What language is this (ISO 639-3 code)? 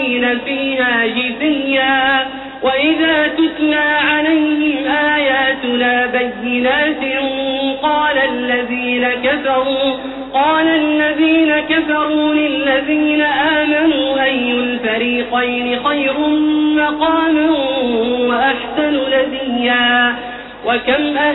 ara